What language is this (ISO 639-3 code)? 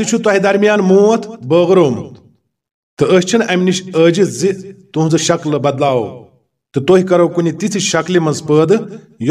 kas